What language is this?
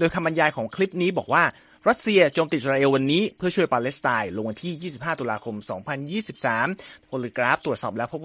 Thai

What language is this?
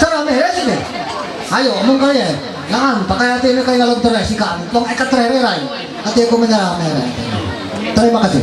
Ma'anyan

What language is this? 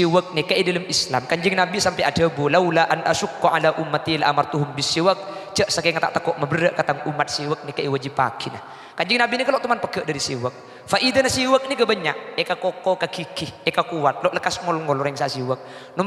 Madurese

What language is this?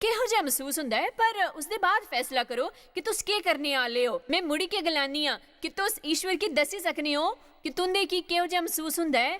Dogri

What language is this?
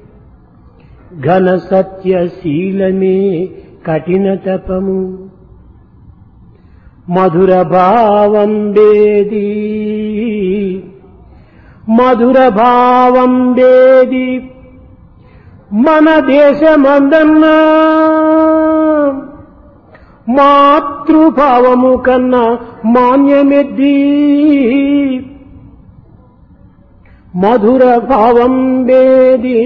Telugu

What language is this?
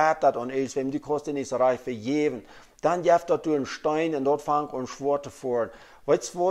Plautdietsch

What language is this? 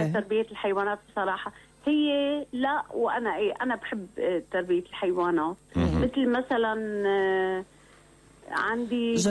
North Levantine Arabic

